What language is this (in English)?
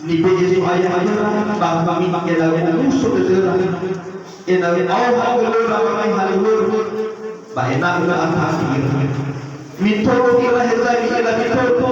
Nias